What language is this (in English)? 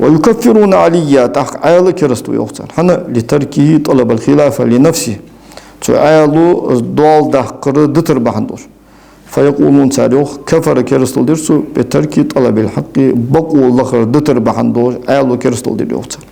Ingush